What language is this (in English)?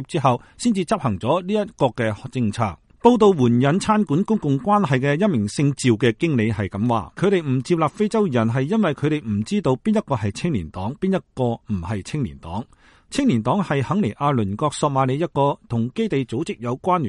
Cantonese